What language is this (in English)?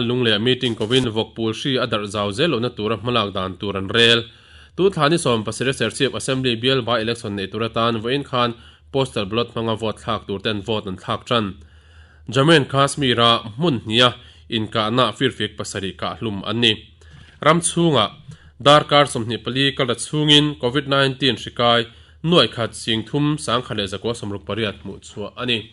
Mizo